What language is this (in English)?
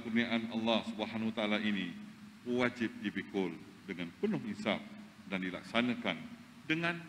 Malay